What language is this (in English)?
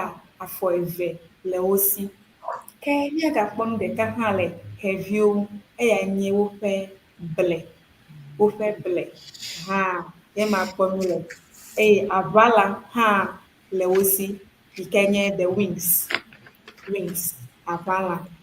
Ewe